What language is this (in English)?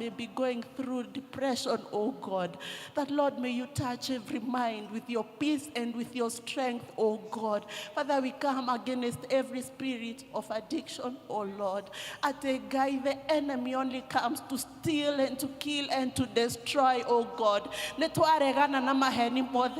Kikuyu